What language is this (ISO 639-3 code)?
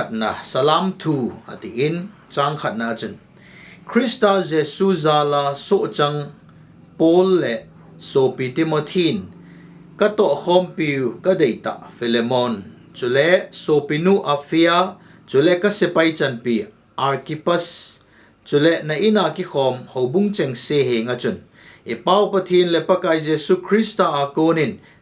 tcz